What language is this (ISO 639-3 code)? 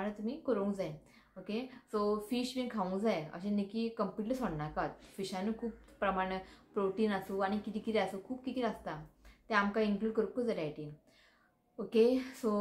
kok